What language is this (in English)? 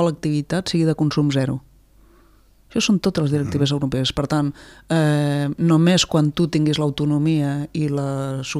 Catalan